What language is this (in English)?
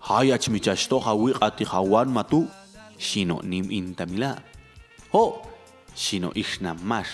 Popti'